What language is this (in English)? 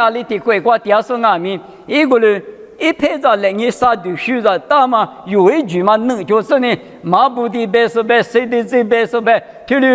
Lisu